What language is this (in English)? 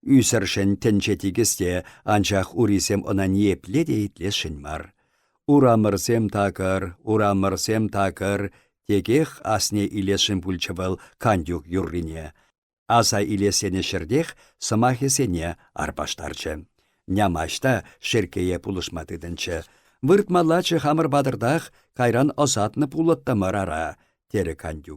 Chuvash